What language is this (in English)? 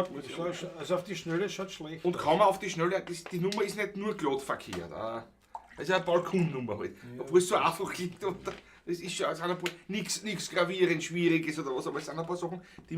Bavarian